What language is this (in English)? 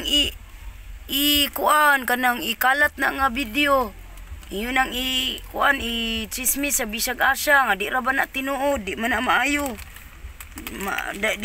Cebuano